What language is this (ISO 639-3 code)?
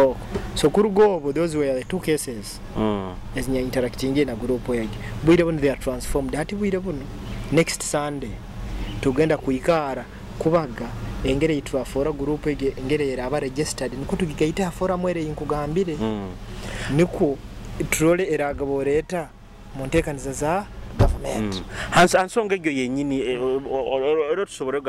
nyo